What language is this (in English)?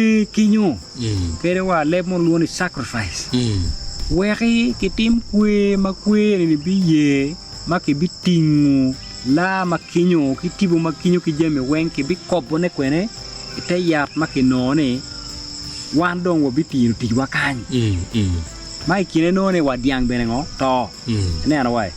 Acoli